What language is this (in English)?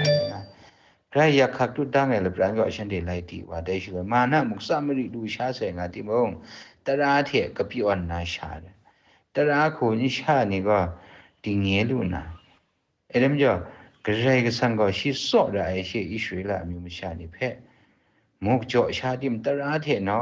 Kachin